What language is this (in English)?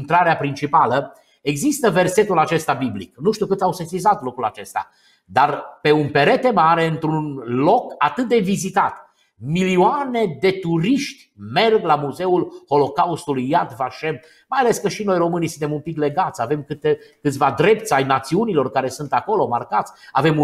Romanian